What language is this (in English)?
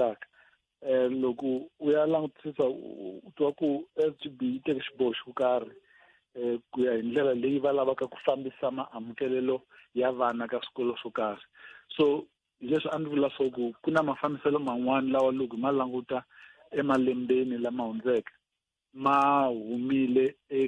Tsonga